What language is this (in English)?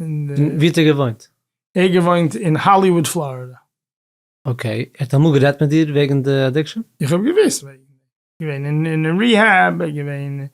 Yiddish